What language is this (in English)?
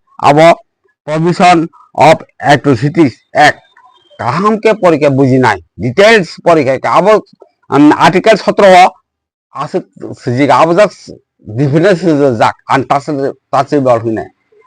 Kok Borok